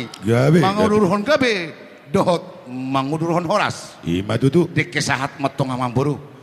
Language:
Batak Toba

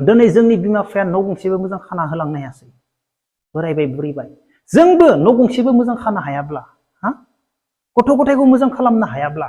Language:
Bodo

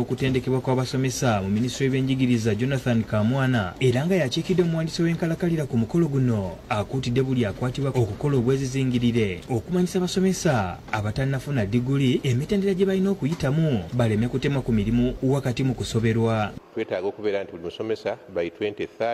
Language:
Ganda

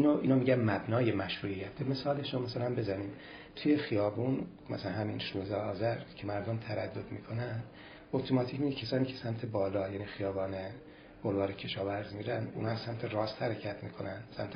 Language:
Persian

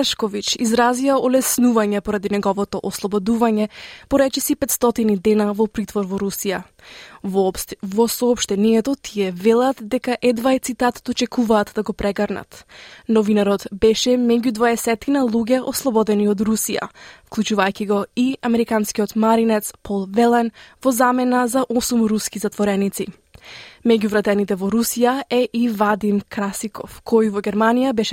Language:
Macedonian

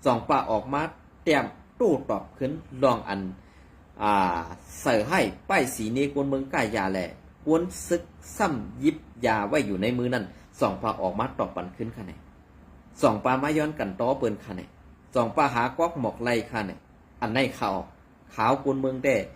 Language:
Shan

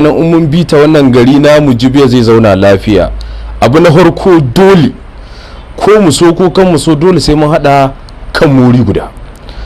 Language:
Hausa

